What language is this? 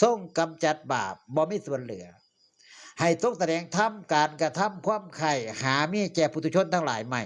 Northeastern Thai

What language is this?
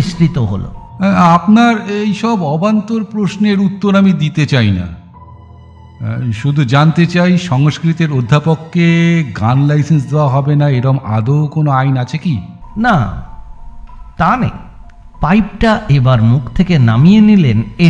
Bangla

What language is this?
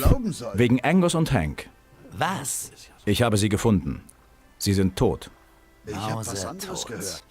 Bavarian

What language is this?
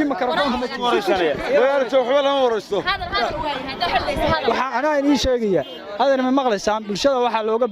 Somali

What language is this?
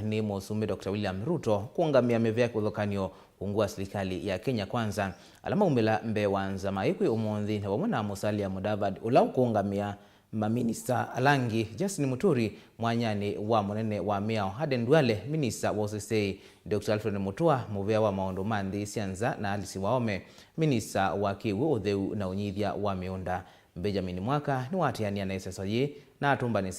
Kamba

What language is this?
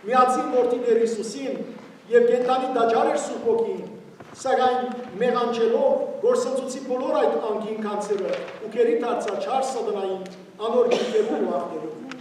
Western Armenian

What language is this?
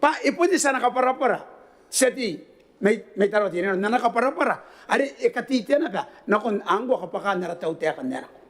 Gilbertese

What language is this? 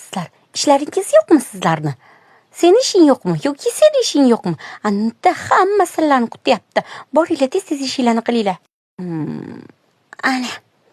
Uzbek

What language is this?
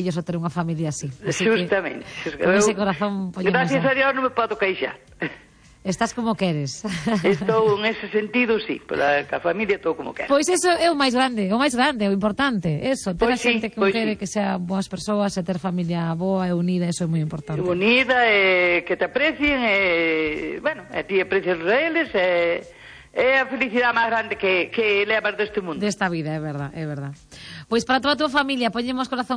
Galician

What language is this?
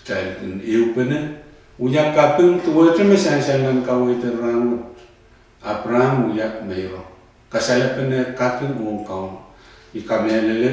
Pohnpeian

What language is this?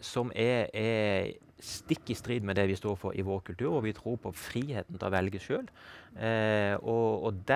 Norwegian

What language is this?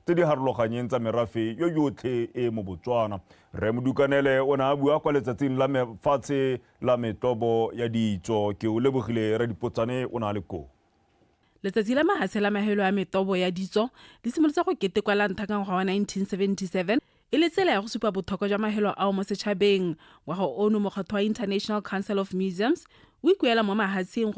Tswana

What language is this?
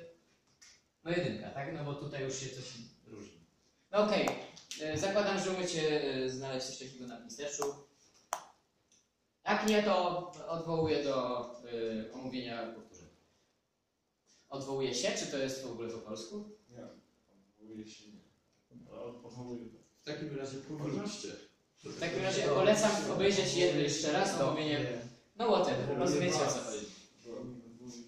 Polish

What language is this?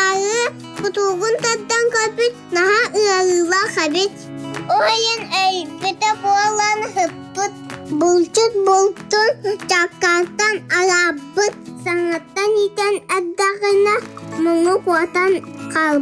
Yakut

